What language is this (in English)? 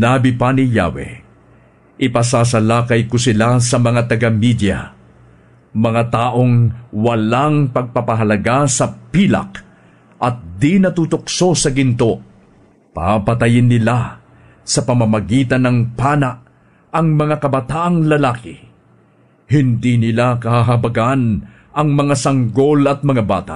Filipino